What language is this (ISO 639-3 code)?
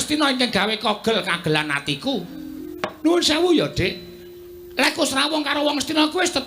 jav